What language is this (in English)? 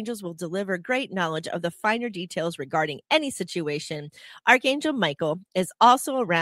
English